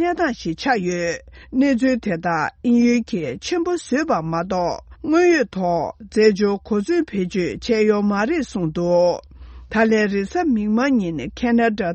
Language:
Tibetan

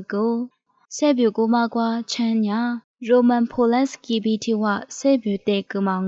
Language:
Lisu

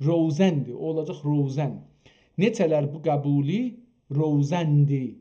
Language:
South Azerbaijani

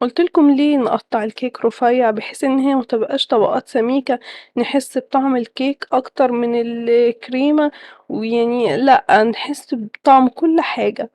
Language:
Egyptian Arabic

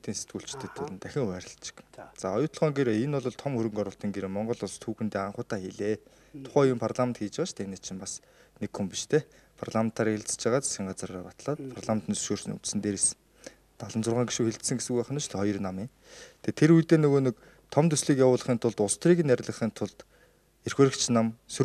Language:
Mongolian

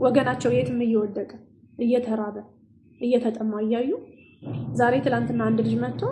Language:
Amharic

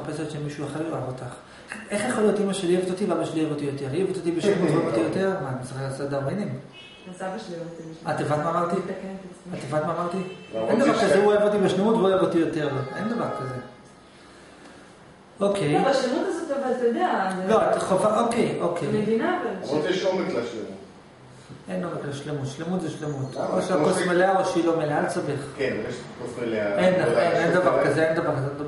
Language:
Hebrew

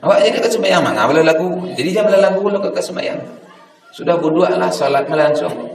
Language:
Minangkabau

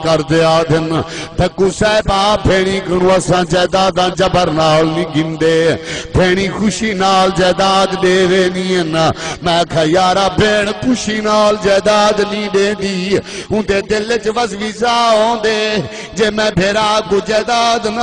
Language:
Saraiki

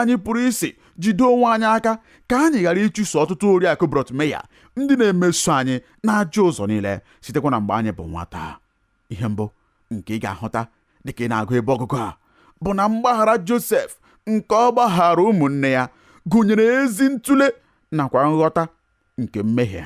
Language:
Igbo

